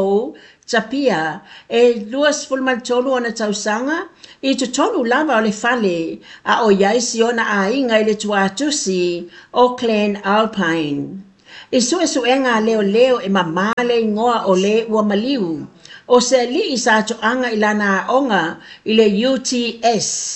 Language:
Samoan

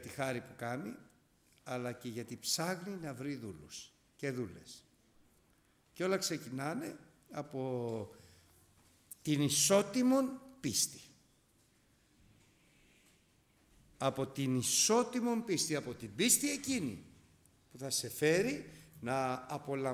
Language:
Greek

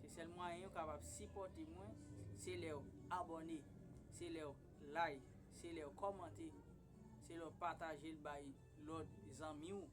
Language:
Haitian Creole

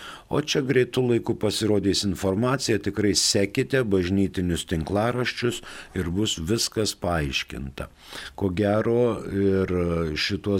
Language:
Lithuanian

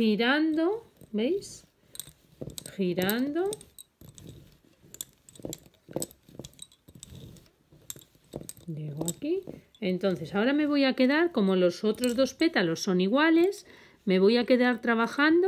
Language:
Spanish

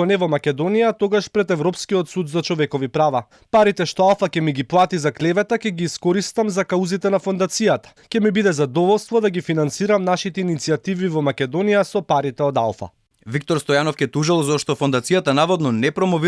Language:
Macedonian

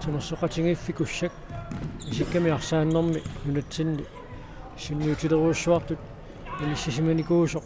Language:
Kalaallisut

